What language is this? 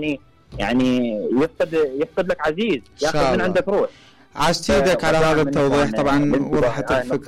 Mesopotamian Arabic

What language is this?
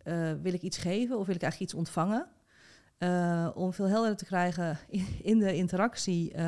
Dutch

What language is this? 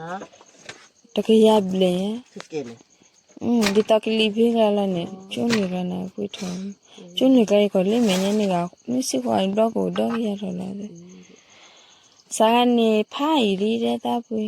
S'gaw Karen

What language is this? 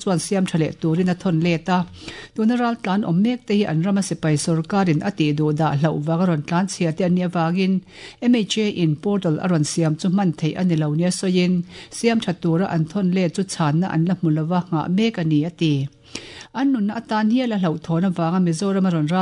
Mizo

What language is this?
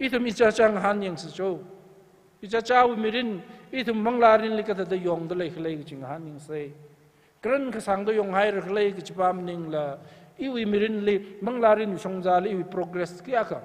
Tangkhul Naga (India)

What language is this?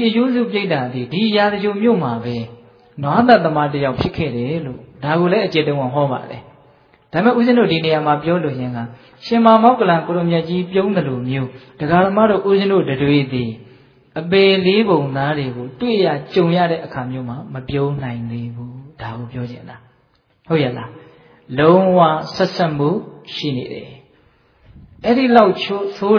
Burmese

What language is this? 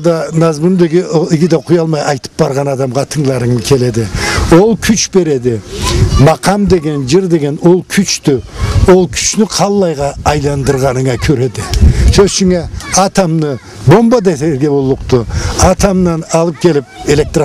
Karachay-Balkar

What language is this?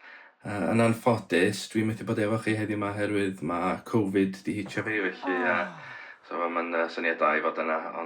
Welsh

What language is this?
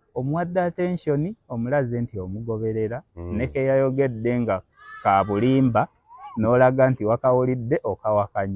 Ganda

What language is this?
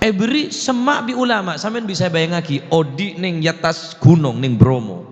Madurese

